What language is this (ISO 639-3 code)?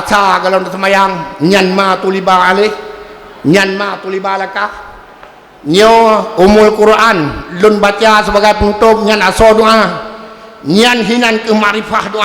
ace